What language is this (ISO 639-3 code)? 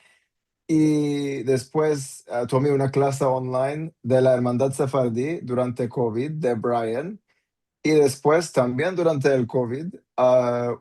lad